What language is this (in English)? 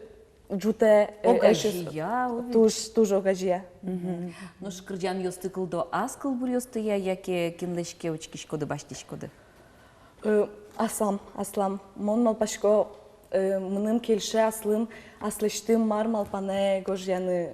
Udmurt